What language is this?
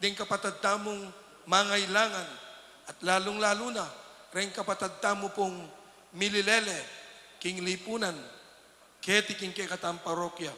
Pampanga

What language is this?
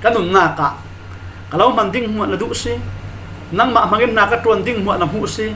Falam Chin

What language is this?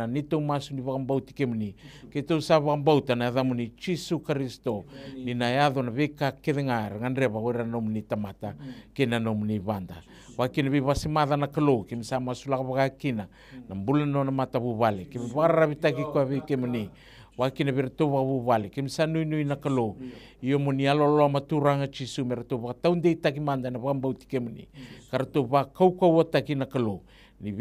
Fijian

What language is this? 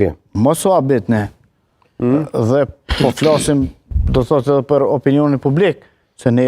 Albanian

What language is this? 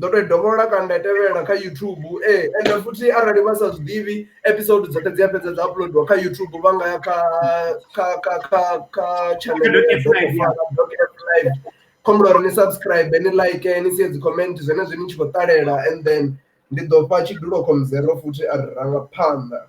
Venda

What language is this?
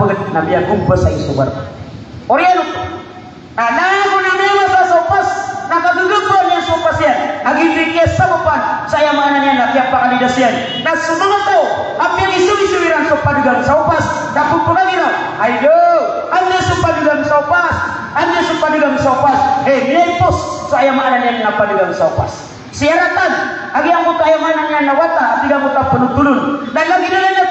Maranao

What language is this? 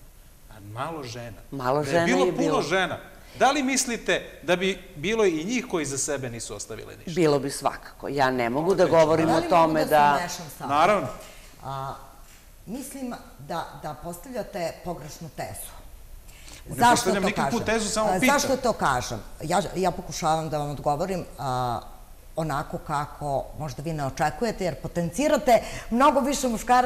Serbian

